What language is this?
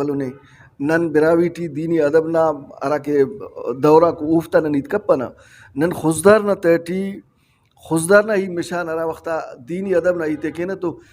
Brahui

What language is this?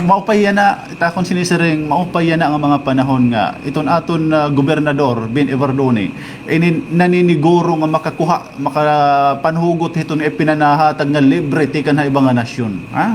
Waray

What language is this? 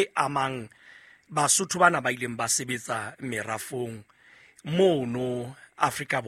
Southern Sotho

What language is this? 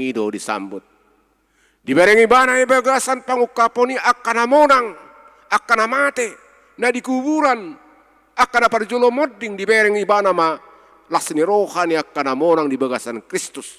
Batak Toba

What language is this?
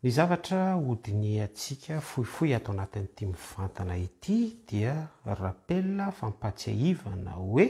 Malagasy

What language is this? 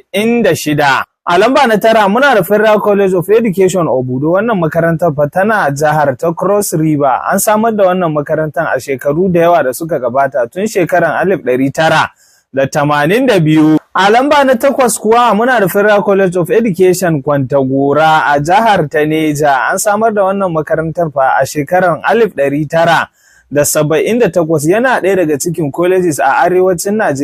Hausa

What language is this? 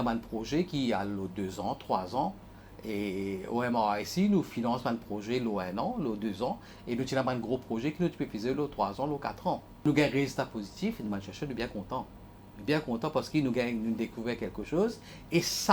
Morisyen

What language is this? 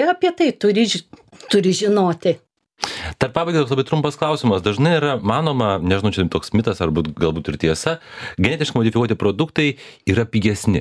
Lithuanian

